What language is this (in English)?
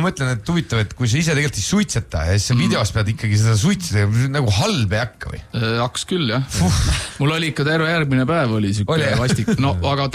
Estonian